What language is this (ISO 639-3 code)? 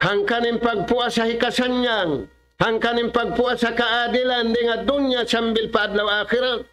tsg